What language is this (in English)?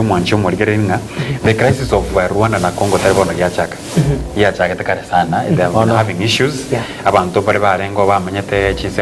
Gusii